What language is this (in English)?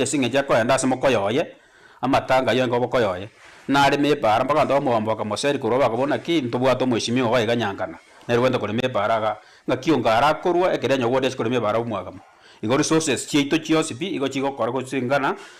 Gusii